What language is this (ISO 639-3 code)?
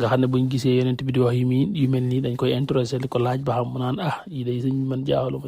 wol